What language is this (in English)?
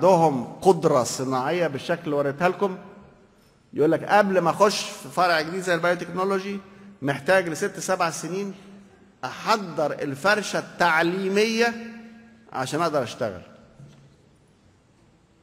Egyptian Arabic